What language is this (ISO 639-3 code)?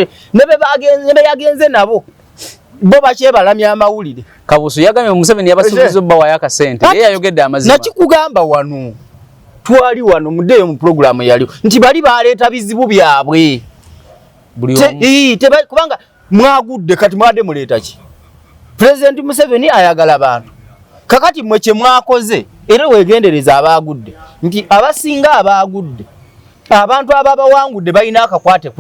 lug